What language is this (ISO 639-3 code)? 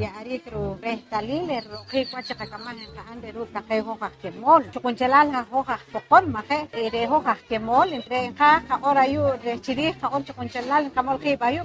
poh